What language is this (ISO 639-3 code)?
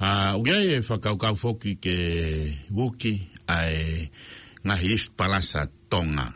ton